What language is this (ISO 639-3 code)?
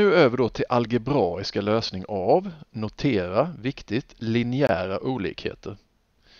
swe